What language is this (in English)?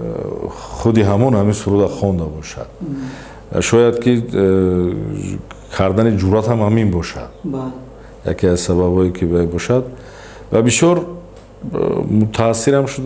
Tajik